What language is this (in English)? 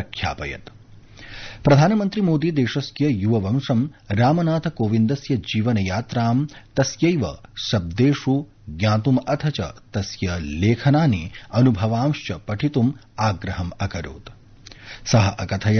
Sanskrit